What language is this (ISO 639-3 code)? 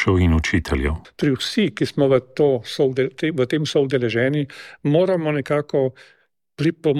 slv